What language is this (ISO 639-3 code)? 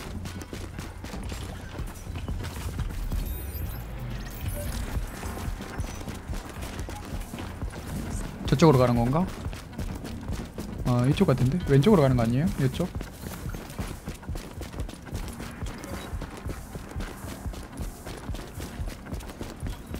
kor